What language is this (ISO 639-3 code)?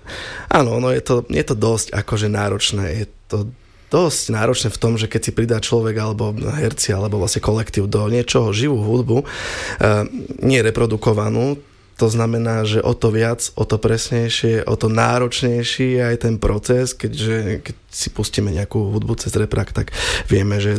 slk